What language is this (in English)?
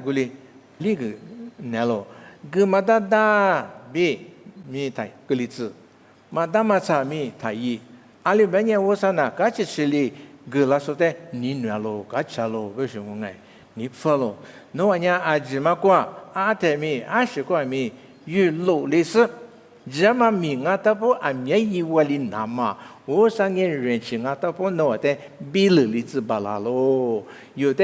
Lisu